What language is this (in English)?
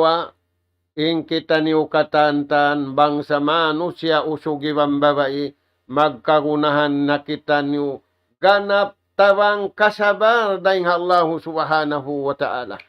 Tausug